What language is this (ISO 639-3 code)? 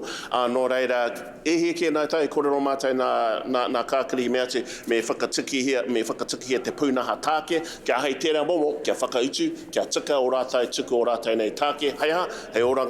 mri